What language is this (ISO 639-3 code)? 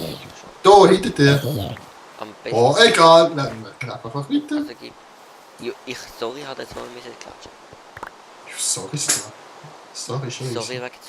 gsw